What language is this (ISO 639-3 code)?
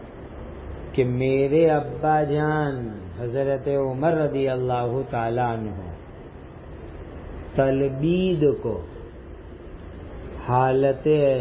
urd